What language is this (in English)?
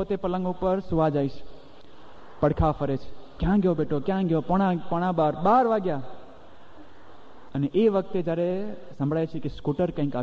Gujarati